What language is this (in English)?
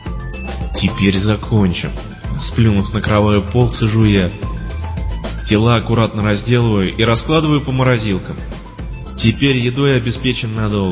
Russian